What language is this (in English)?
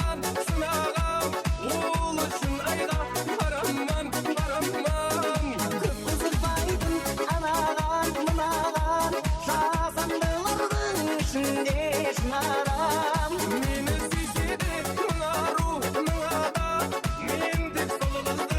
Kara-Kalpak